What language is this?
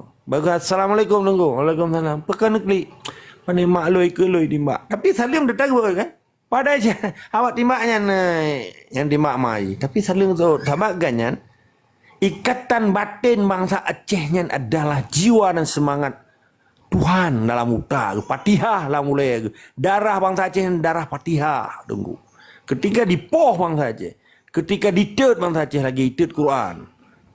Achinese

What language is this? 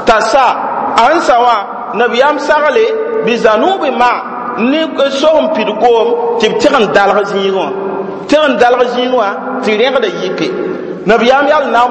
Mossi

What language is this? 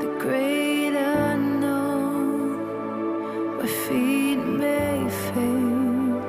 Batak Karo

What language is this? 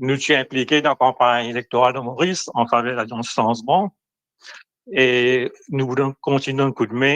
Morisyen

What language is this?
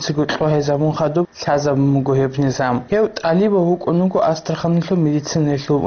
Avaric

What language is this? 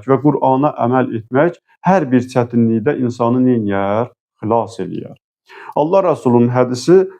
Azerbaijani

